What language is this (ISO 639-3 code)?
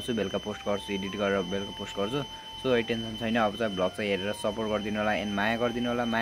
nep